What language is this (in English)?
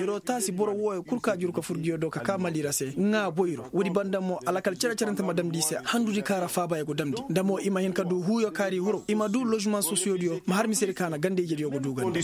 Koyraboro Senni